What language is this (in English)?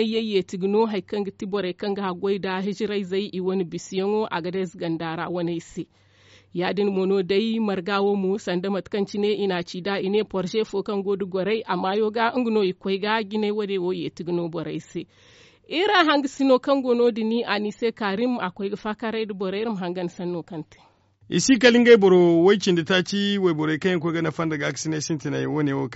Zarma